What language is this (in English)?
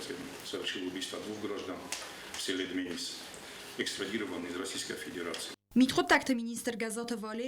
Ossetic